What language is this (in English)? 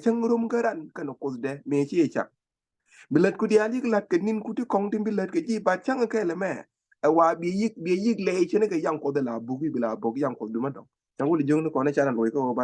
Nuer